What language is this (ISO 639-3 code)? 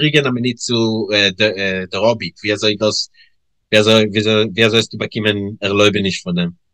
yid